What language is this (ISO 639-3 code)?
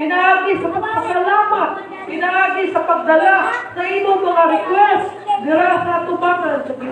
ceb